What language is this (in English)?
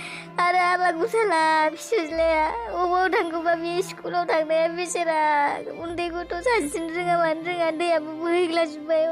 Bodo